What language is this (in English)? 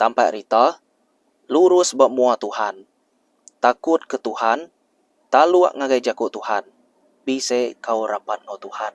Iban